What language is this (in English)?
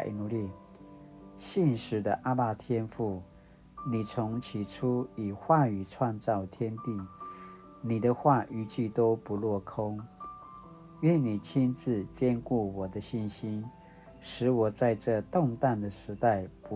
Paiwan